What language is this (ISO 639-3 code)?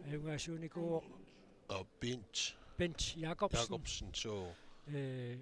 kal